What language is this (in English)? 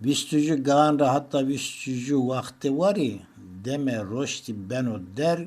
Zaza